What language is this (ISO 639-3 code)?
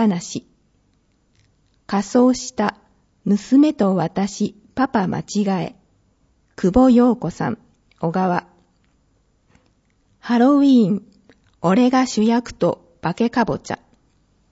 jpn